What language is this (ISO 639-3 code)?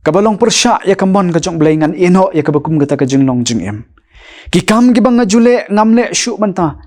kha